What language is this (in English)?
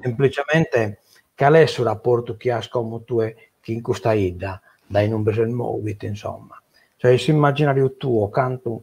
Sardinian